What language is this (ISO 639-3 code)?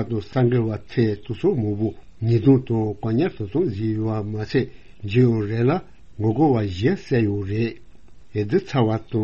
bod